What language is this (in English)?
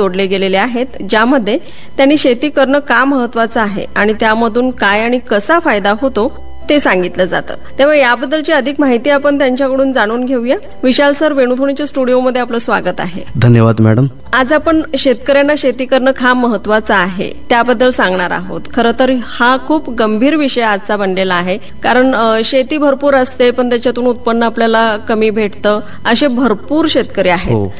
Marathi